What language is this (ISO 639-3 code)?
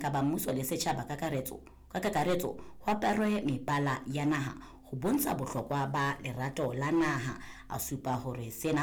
sot